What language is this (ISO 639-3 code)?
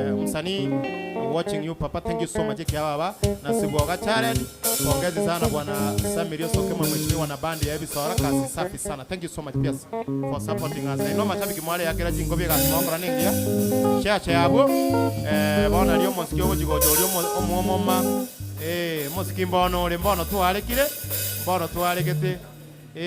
guz